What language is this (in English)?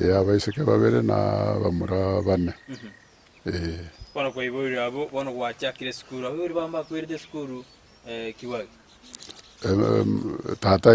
Gusii